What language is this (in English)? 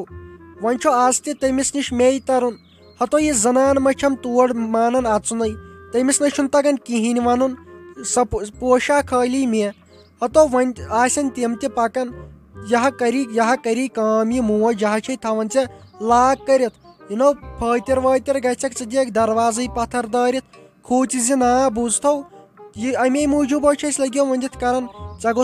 Kashmiri